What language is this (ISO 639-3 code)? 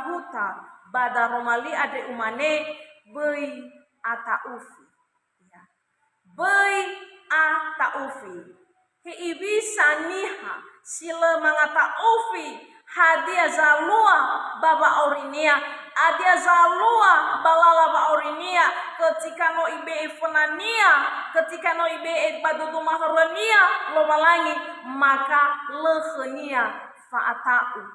nia